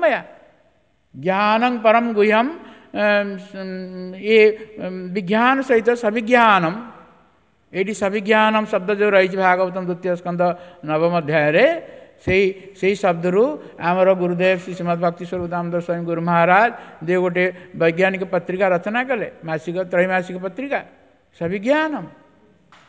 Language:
Odia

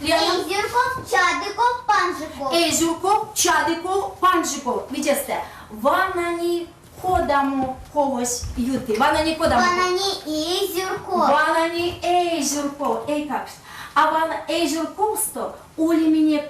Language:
Erzya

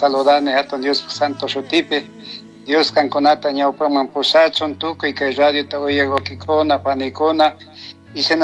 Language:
Chimborazo Highland Quichua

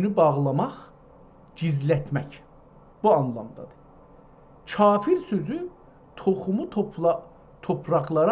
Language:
South Azerbaijani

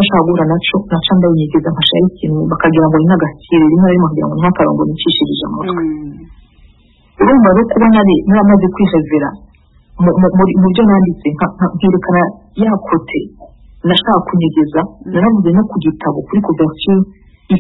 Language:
Kinyarwanda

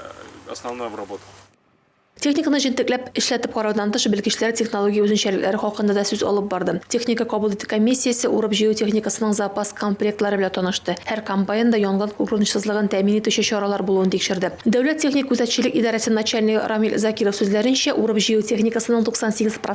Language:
Tatar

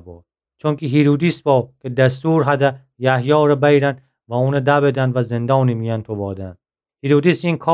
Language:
Gilaki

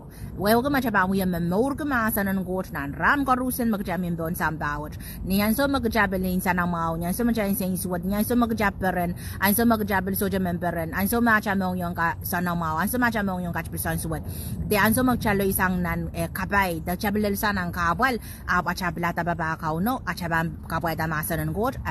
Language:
Pohnpeian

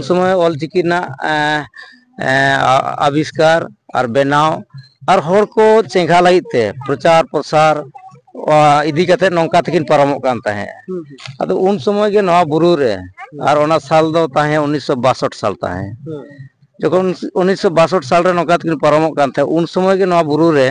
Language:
Santali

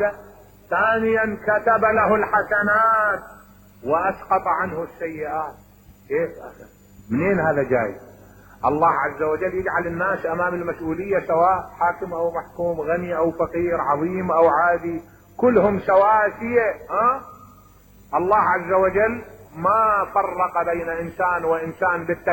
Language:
Mesopotamian Arabic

